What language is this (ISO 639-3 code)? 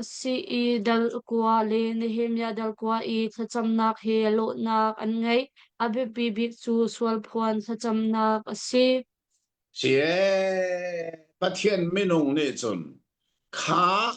cnh